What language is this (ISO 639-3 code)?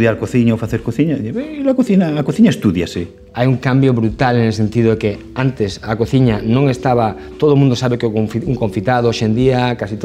glg